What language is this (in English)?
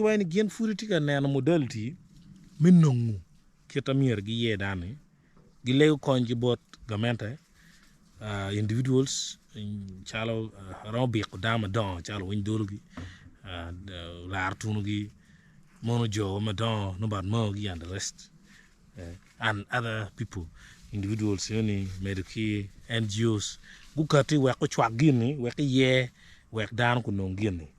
Acoli